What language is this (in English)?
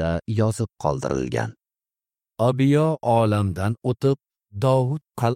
Uzbek